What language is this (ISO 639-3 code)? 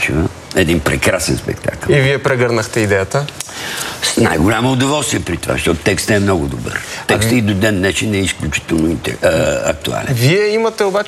bul